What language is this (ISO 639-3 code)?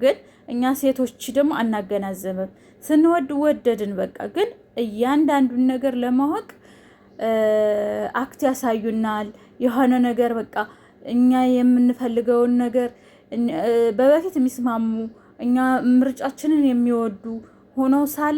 amh